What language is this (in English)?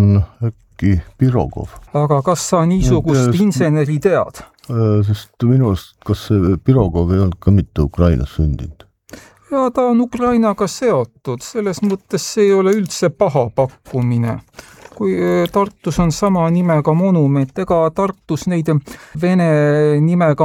Estonian